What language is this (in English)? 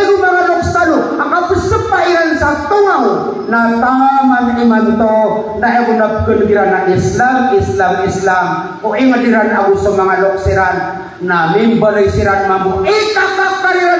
Maranao